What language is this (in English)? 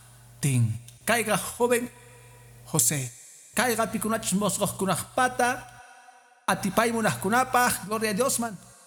Quechua